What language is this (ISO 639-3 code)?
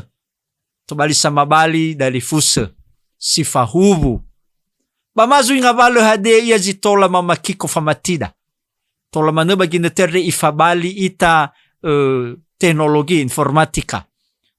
nia